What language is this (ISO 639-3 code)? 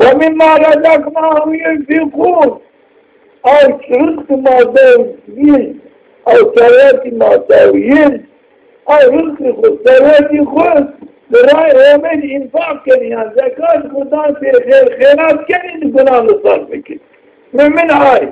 zza